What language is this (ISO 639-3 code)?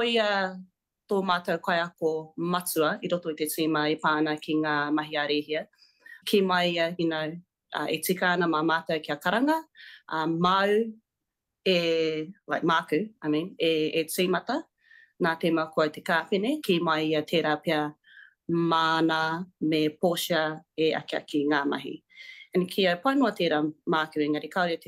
mri